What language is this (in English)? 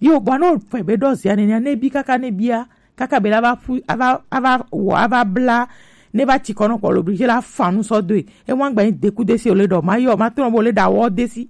Gen